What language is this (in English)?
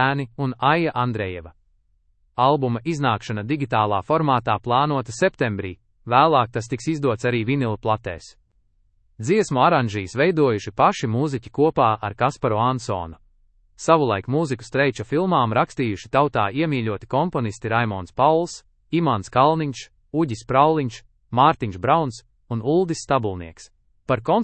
Latvian